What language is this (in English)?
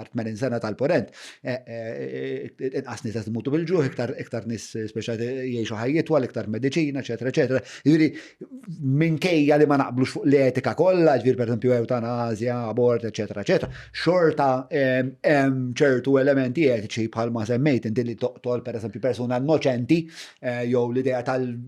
Maltese